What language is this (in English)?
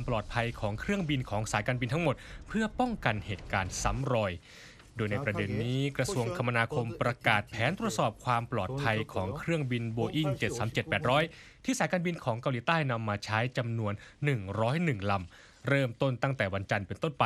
Thai